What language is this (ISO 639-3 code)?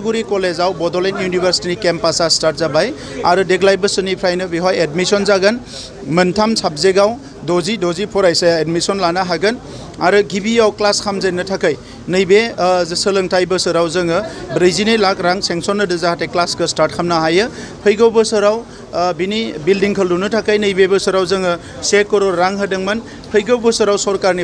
brx